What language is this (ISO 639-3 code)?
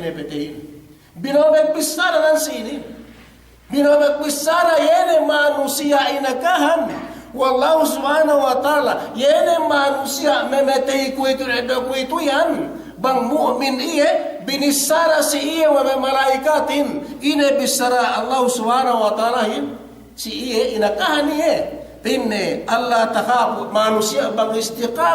yka